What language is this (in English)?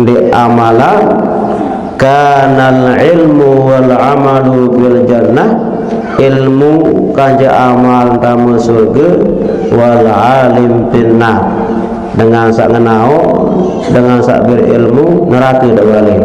Sasak